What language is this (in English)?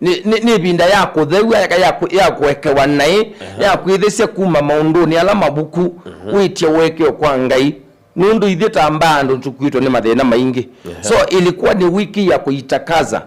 Kamba